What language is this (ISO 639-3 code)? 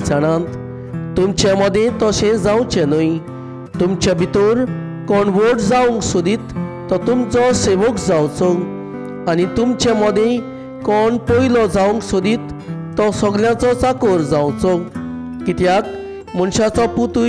kok